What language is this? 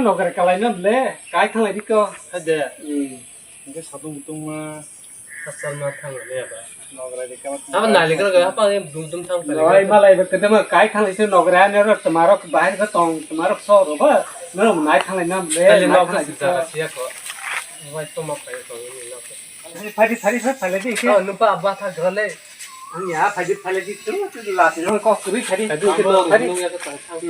Kok Borok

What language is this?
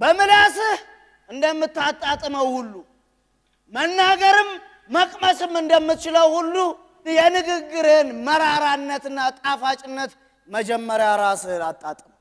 Amharic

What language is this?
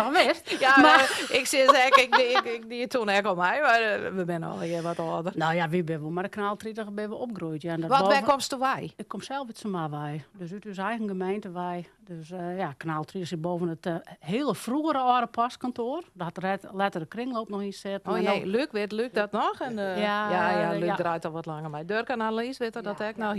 Western Frisian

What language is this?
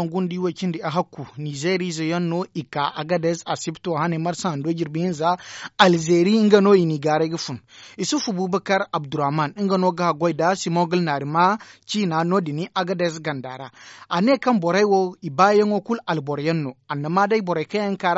Zarma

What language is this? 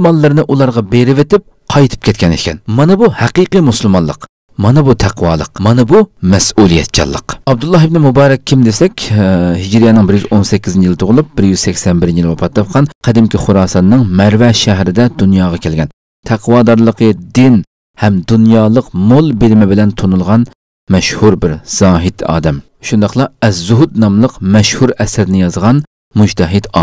Uyghur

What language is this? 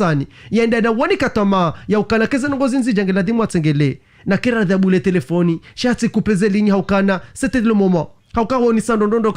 Ngazidja Comorian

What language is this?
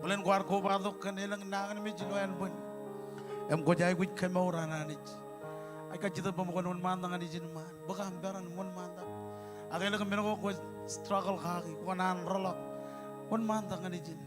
Marshallese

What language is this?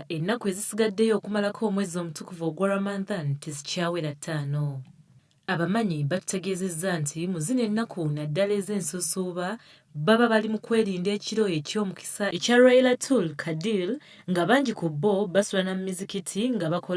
Ganda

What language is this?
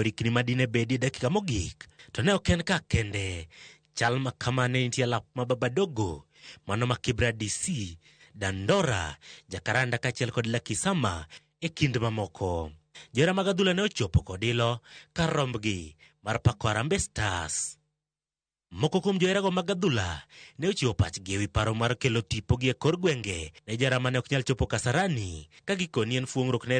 Luo (Kenya and Tanzania)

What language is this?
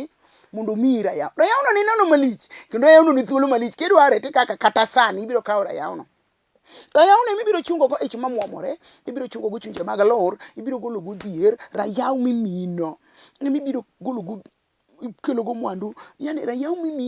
Luo (Kenya and Tanzania)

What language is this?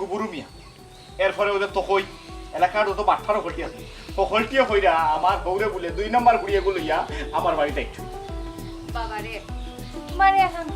Sylheti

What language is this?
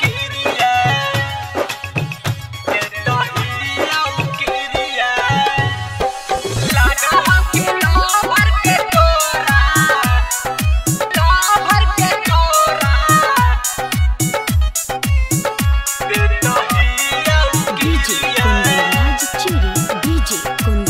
Bhojpuri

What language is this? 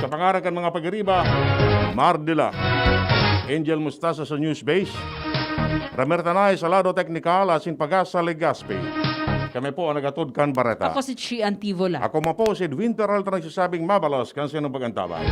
Bikol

